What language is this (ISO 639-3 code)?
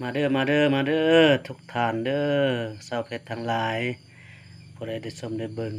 lao